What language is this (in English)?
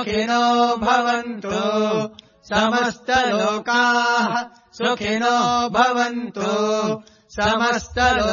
Sanskrit